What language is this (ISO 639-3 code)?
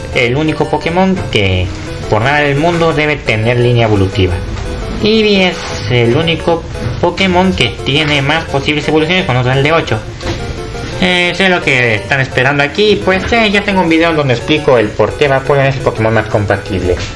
spa